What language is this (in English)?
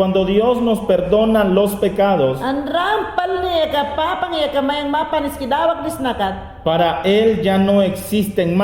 Mayangna